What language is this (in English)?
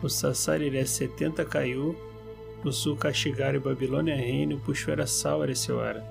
Nheengatu